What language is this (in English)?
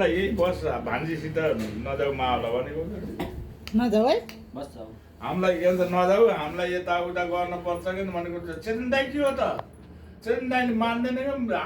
Nepali